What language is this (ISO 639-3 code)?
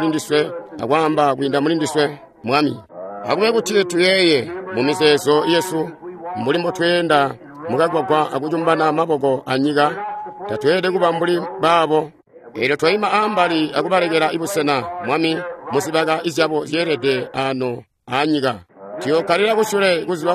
toi